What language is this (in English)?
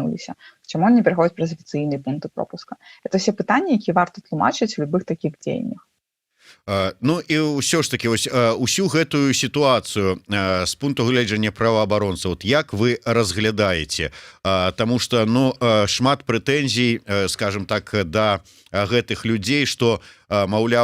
Belarusian